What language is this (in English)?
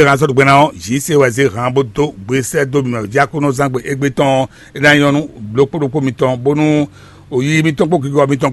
Fon